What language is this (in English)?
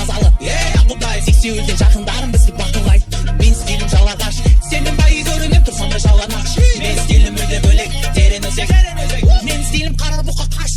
Kara-Kalpak